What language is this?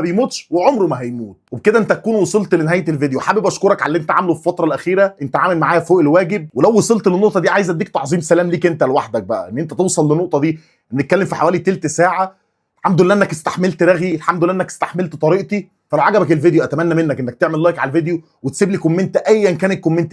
Egyptian Arabic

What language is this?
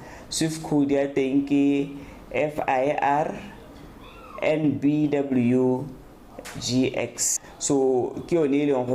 Tswana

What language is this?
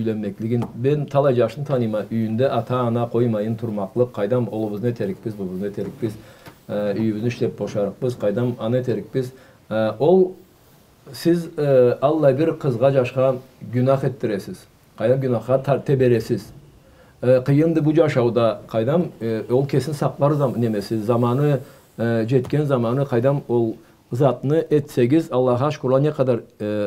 Karachay-Balkar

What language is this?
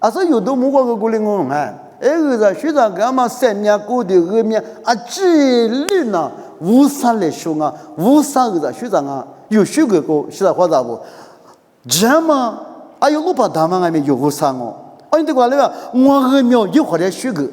Lisu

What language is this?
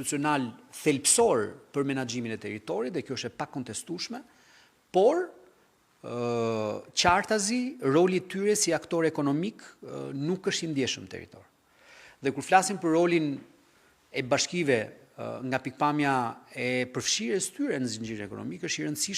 Albanian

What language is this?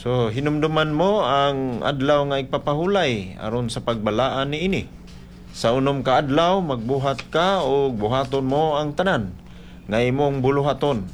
Cebuano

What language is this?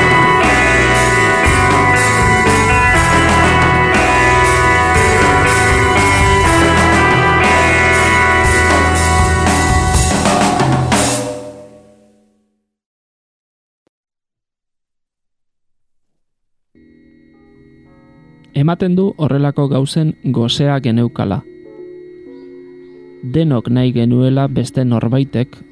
Basque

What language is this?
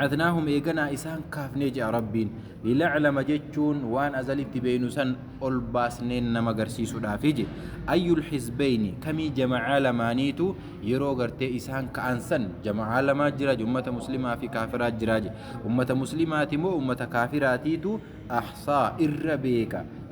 Oromo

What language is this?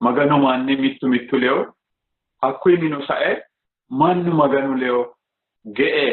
Sidamo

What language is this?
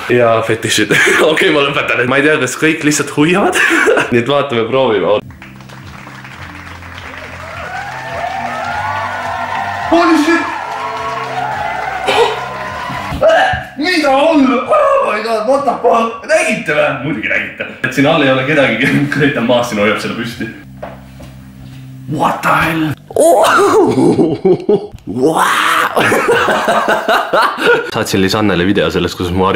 Estonian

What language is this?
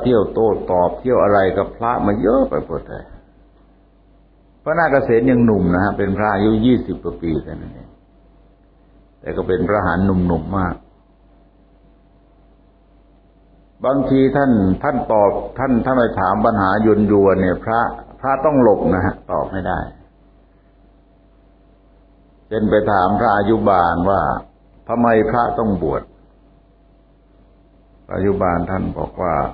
Thai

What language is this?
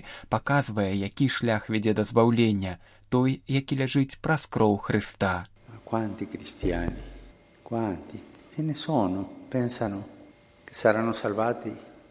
Belarusian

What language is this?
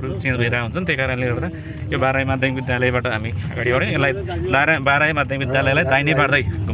Nepali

